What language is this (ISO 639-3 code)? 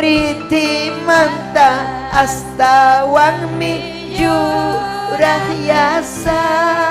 quy